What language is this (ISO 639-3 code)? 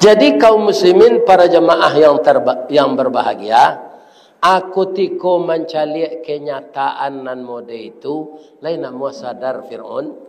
min